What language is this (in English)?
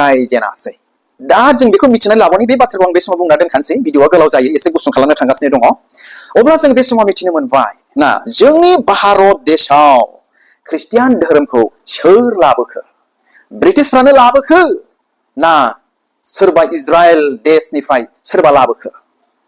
Bodo